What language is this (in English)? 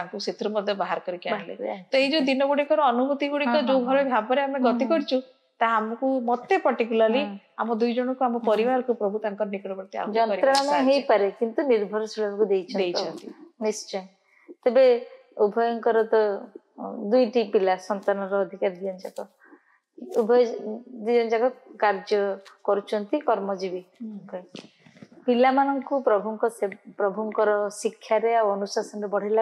Odia